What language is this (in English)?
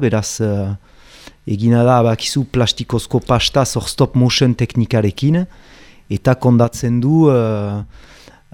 Basque